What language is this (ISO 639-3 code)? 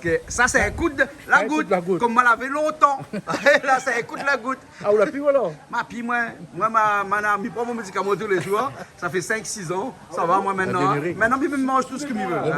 rcf